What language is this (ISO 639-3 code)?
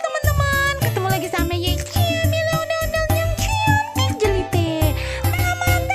bew